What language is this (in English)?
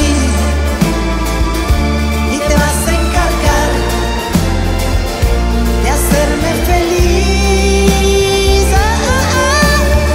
Spanish